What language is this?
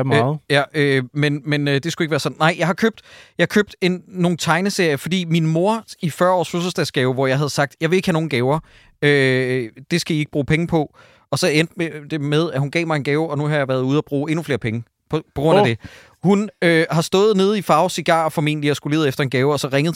Danish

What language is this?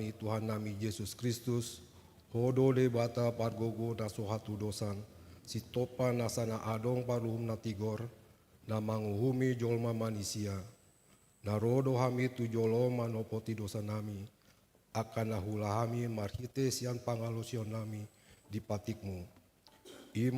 Batak Toba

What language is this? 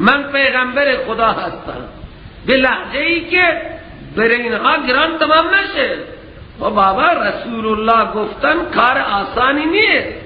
Persian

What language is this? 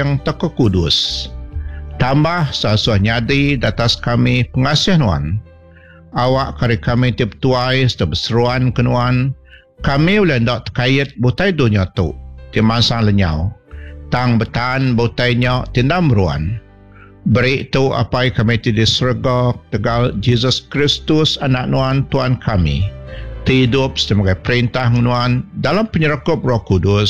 Iban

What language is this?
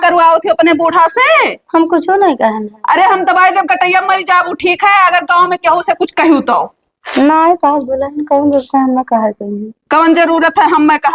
Awadhi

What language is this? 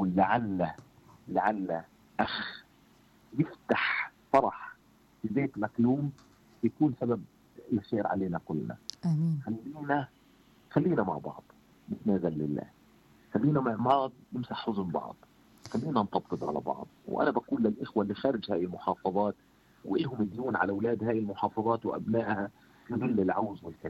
South Levantine Arabic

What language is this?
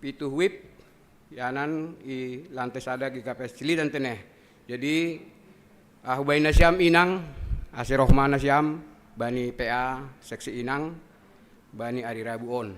Batak Simalungun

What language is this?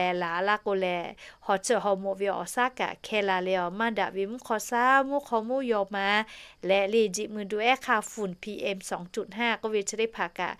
Lahu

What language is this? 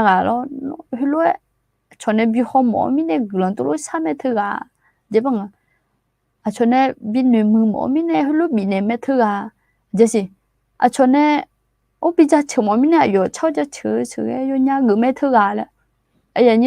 Akha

